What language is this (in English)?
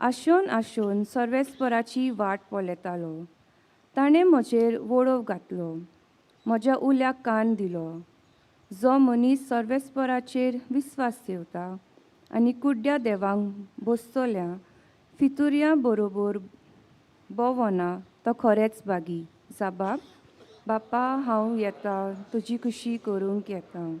Konkani